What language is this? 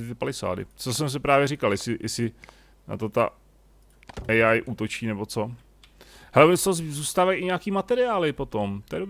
Czech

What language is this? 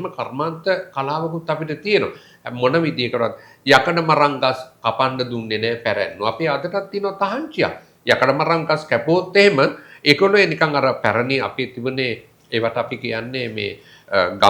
Sinhala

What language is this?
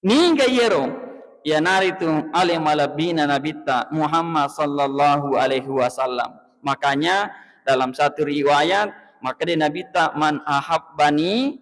Buginese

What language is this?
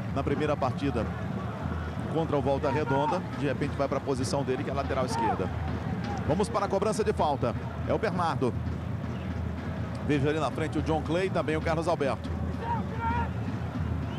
Portuguese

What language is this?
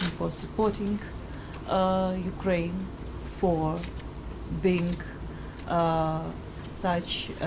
Tswana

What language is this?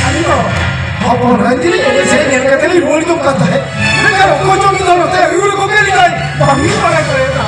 Santali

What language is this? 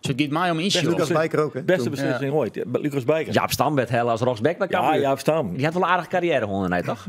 Western Frisian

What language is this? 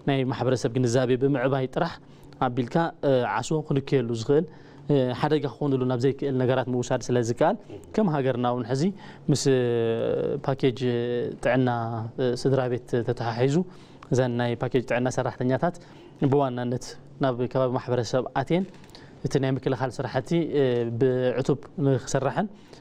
Tigrinya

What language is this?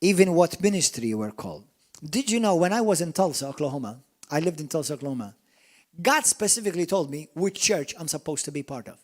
English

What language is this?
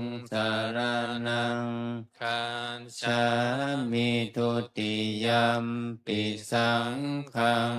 Pali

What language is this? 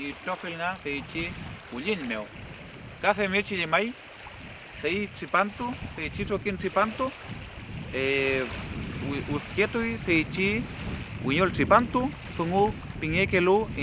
Mapuche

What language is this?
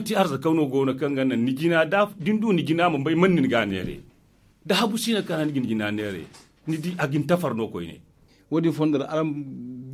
Zarma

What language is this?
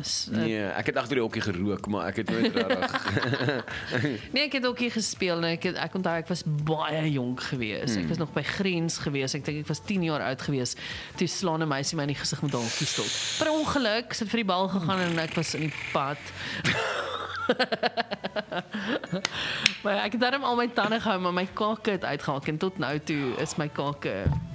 Afrikaans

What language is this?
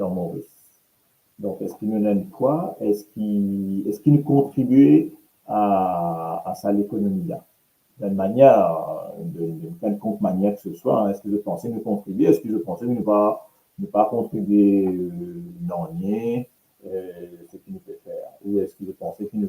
Morisyen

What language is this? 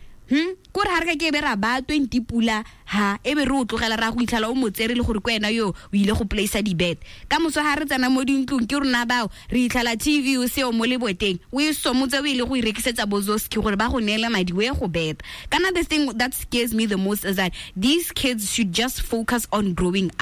Tswana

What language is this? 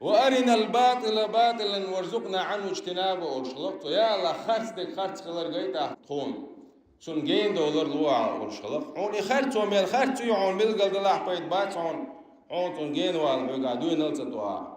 Chechen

